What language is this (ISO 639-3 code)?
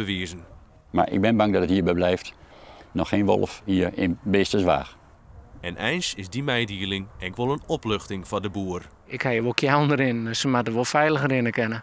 fry